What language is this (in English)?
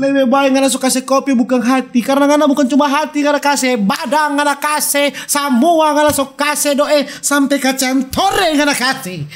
Manado Malay